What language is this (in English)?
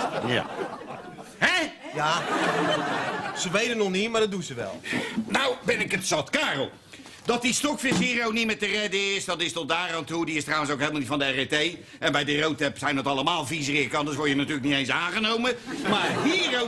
Dutch